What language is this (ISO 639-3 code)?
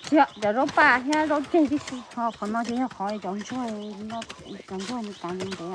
hmn